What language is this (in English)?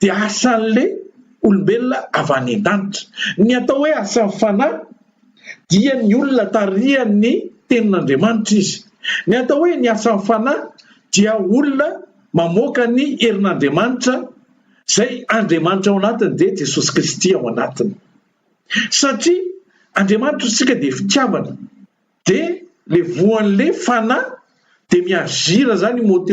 Malagasy